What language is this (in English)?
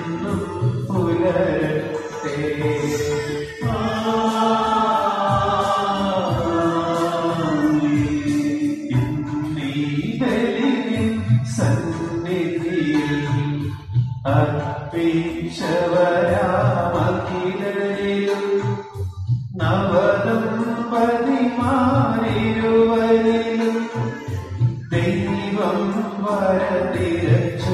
Malayalam